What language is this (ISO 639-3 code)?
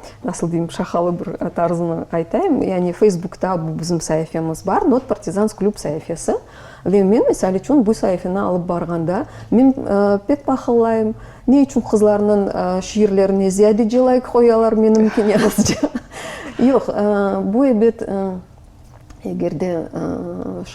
crh